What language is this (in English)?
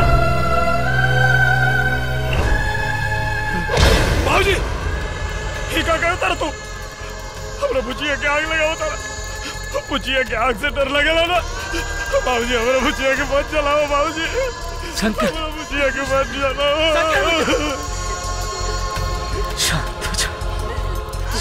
Bhojpuri